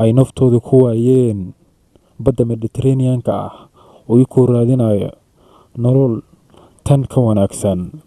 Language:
Somali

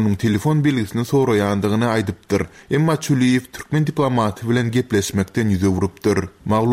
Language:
Turkmen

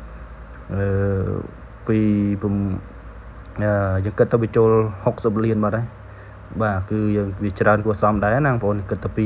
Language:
Khmer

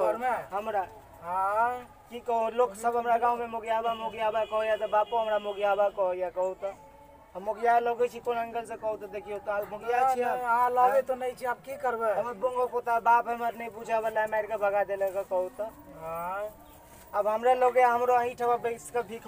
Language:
Maithili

